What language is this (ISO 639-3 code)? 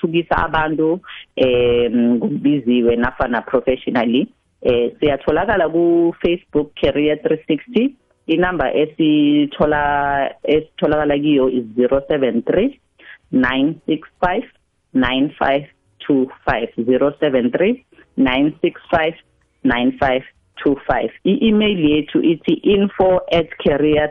nbl